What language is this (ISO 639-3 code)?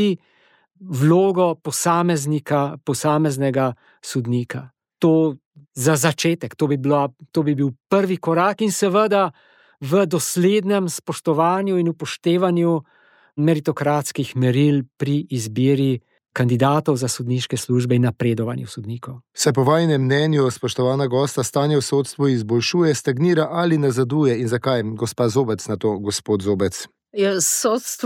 slv